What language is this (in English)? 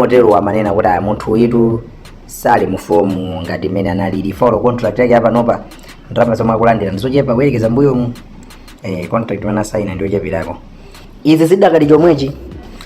Nyanja